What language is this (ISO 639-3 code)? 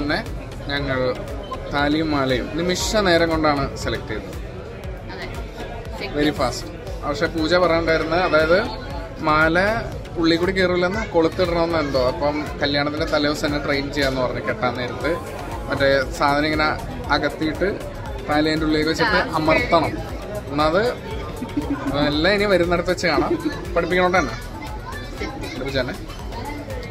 mal